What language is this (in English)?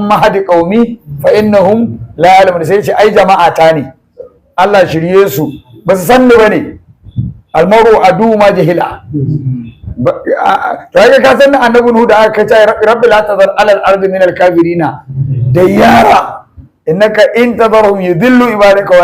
Hausa